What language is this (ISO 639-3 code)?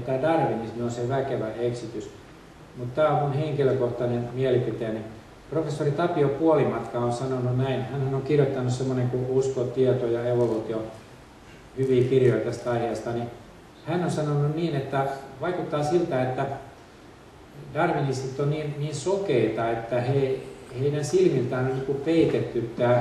fin